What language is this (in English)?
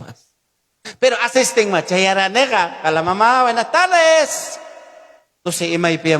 Ayacucho Quechua